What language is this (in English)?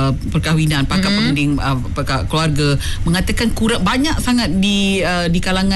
Malay